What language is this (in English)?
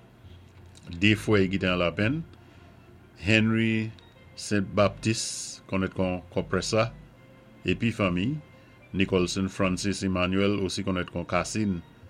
Saint Lucian Creole French